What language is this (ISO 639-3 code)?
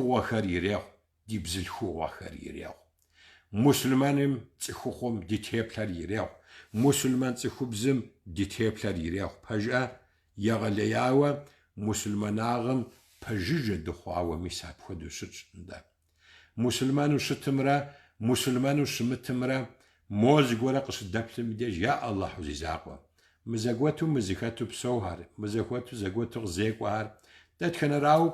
kbd